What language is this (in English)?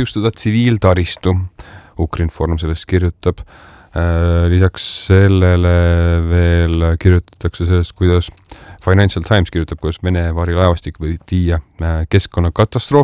Estonian